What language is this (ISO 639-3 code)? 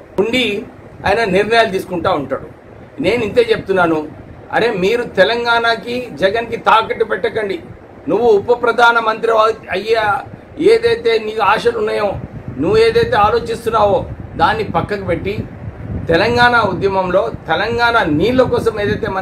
tel